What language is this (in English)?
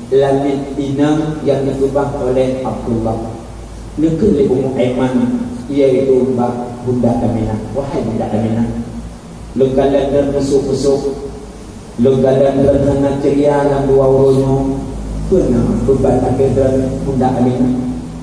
Achinese